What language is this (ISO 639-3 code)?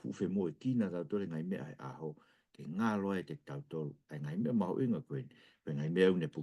ton